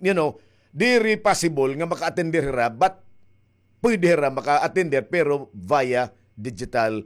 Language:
Waray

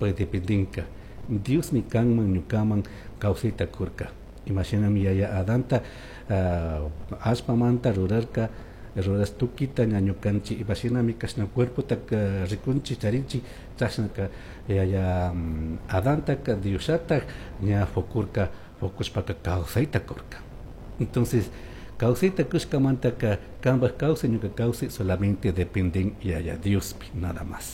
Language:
Chimborazo Highland Quichua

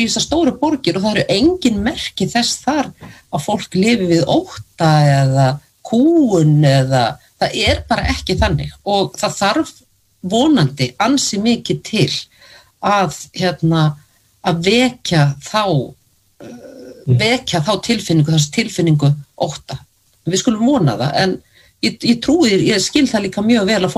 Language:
Icelandic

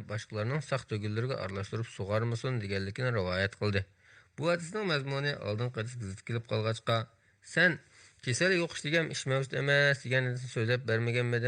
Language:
Uyghur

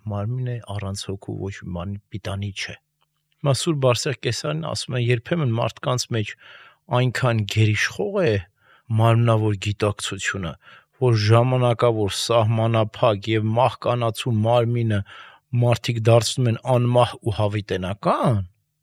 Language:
Armenian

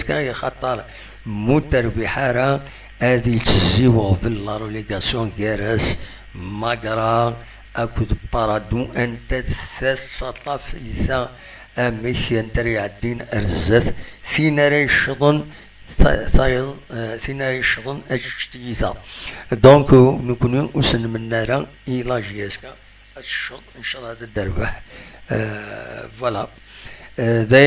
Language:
Kabyle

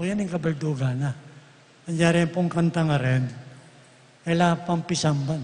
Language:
Pampanga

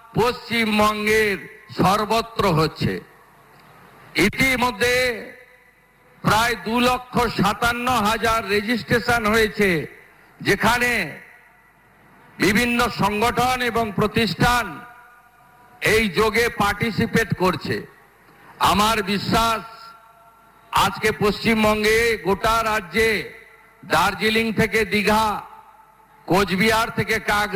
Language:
Bangla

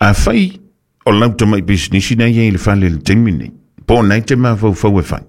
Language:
Samoan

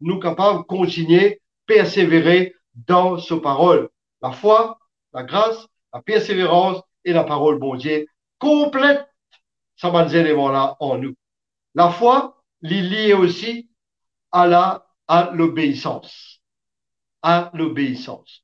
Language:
Morisyen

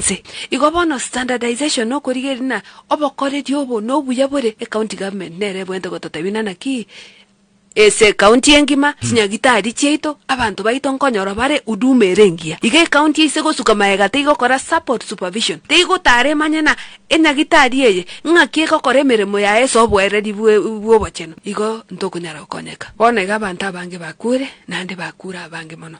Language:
Gusii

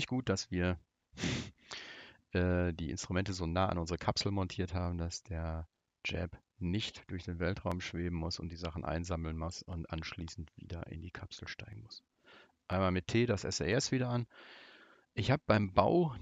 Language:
German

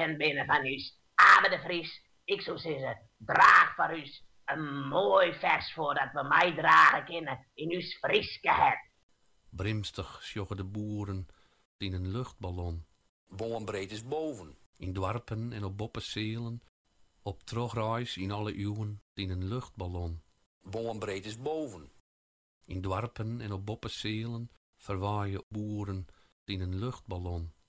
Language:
Western Frisian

